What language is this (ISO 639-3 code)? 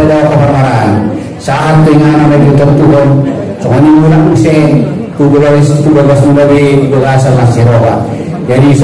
akb